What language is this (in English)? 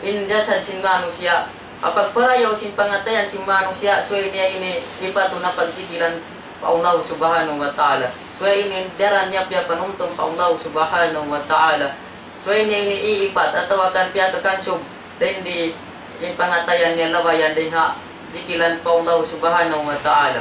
Tausug